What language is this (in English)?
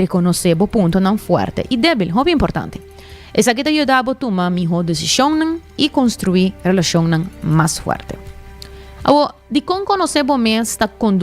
Papiamento